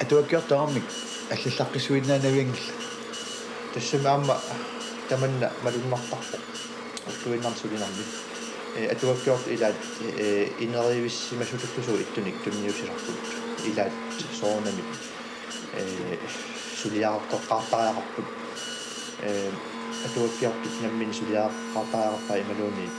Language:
Kalaallisut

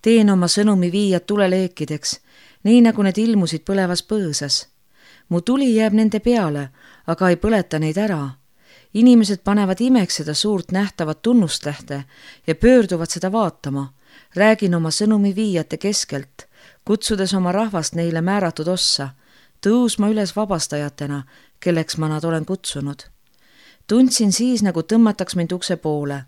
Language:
Estonian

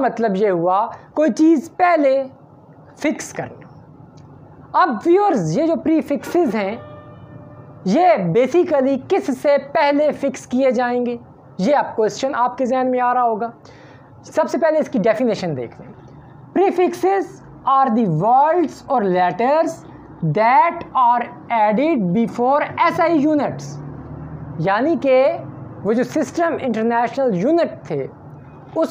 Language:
Hindi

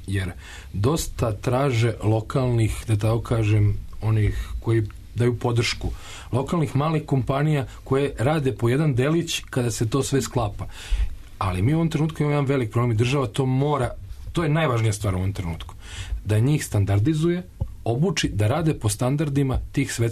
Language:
Serbian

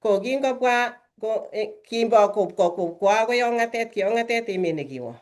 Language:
Kalenjin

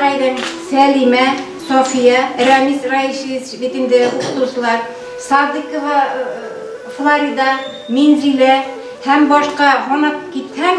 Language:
Bashkir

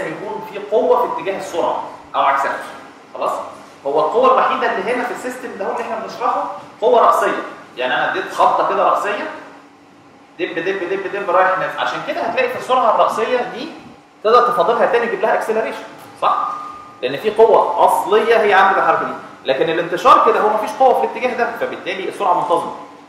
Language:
Egyptian Arabic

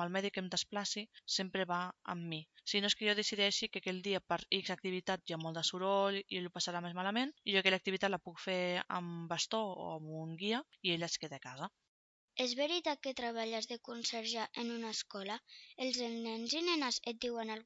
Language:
Catalan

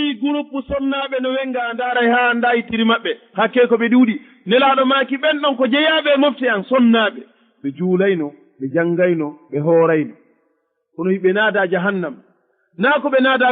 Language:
Fula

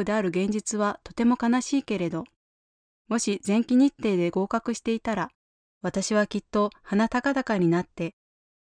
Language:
Japanese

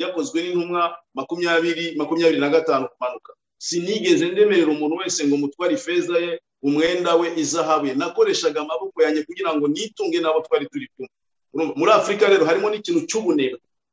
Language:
Kinyarwanda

